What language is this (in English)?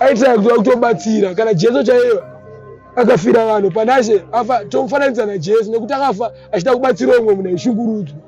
Shona